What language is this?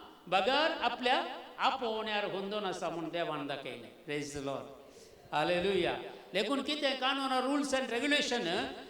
Konkani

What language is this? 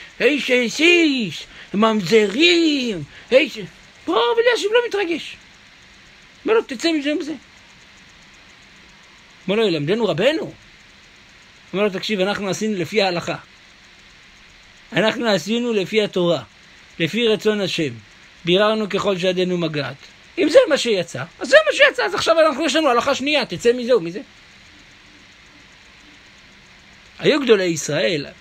Hebrew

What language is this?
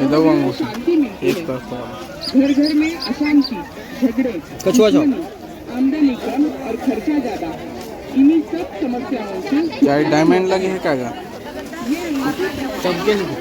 Chhattisgarhi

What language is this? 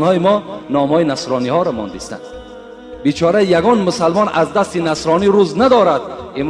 Tajik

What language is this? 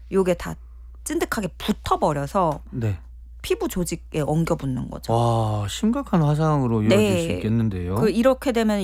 Korean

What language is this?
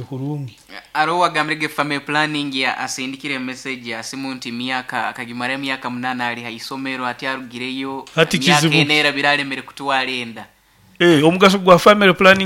Nyoro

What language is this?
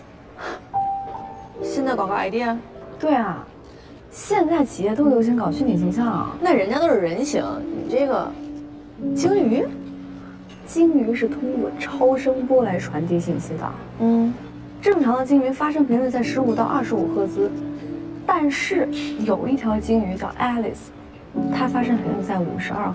Chinese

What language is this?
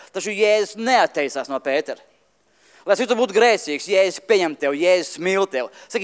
Latvian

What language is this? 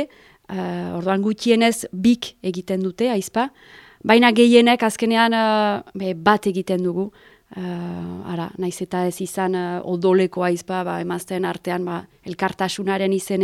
Basque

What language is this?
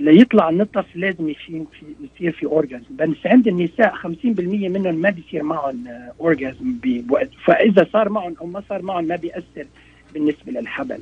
North Levantine Arabic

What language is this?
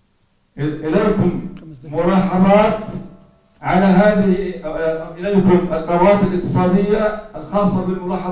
Arabic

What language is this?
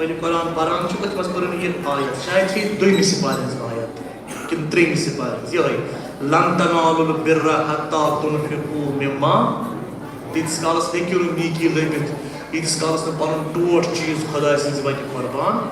Kashmiri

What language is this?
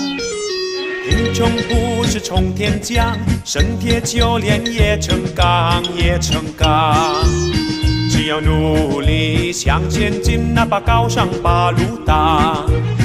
Chinese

